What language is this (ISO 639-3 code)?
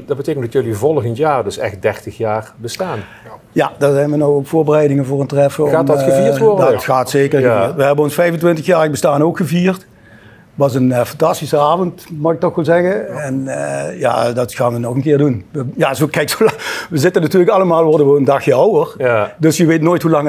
lim